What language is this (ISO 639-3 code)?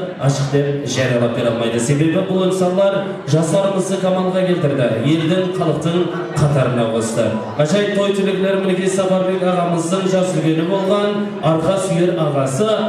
kaa